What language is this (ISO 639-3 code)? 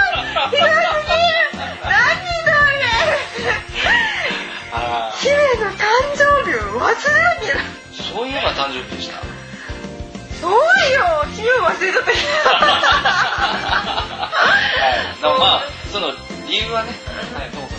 jpn